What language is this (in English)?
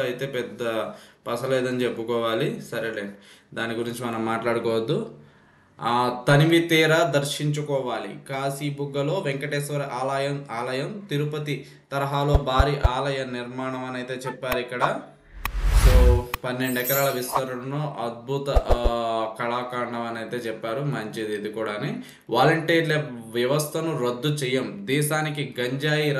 Telugu